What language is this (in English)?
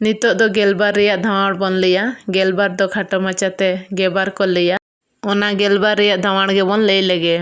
Santali